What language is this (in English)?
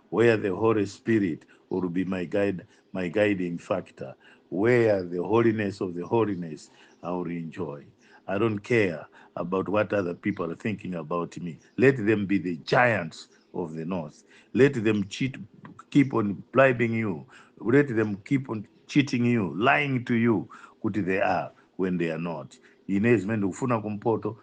Nyanja